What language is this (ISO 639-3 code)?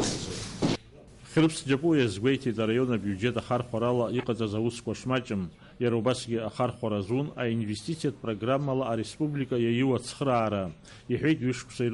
abk